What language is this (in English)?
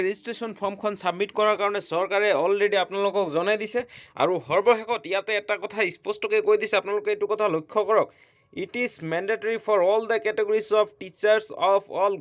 Assamese